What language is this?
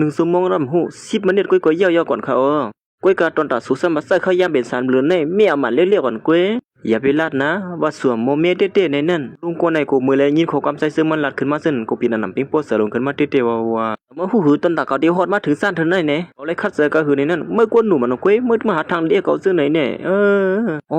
Shan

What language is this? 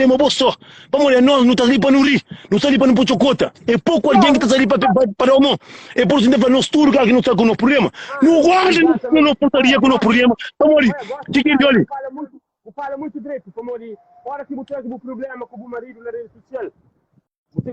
Kabuverdianu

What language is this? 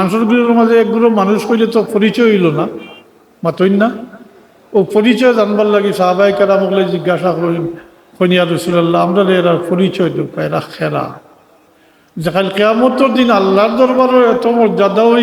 Sylheti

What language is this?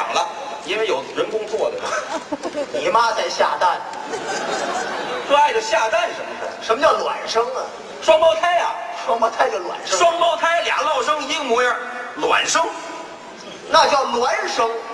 Chinese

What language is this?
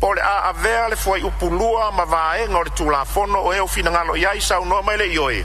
Samoan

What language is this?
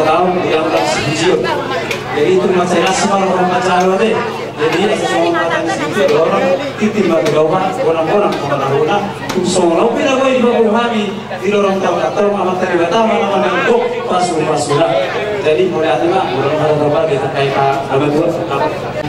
Batak Toba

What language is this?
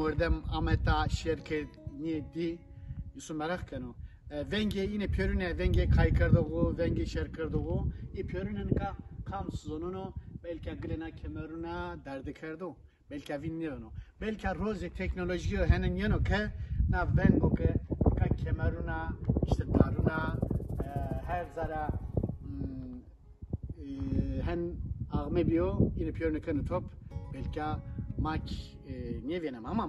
Zaza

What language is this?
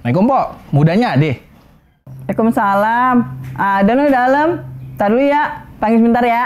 Betawi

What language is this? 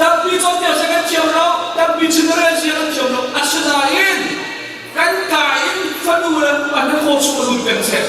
Hakha Chin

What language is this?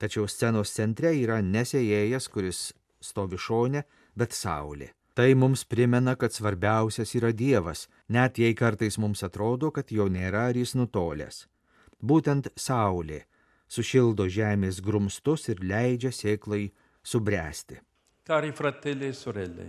Lithuanian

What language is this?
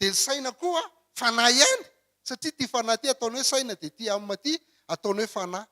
Malagasy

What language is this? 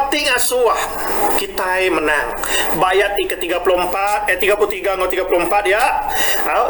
Iban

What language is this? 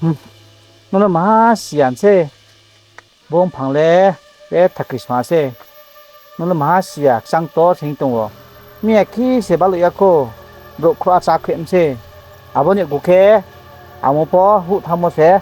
Riang (India)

